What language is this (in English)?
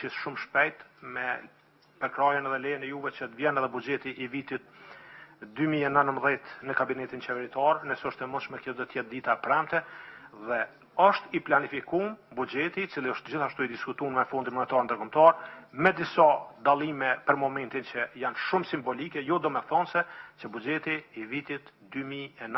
Albanian